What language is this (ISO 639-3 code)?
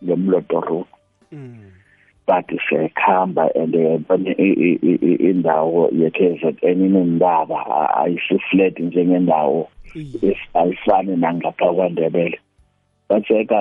nbl